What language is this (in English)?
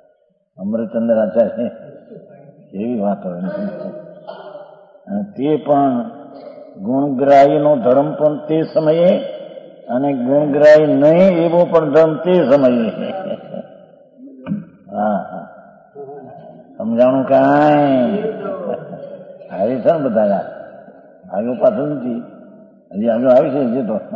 Gujarati